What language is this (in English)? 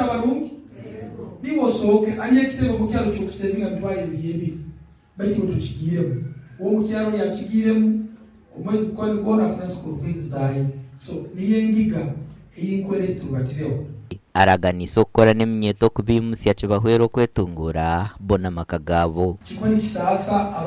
Nyankole